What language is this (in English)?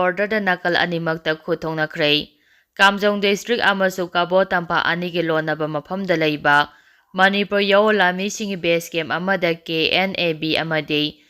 Manipuri